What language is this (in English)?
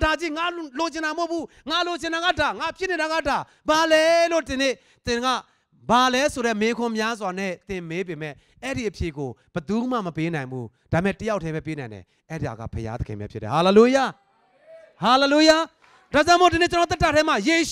Burmese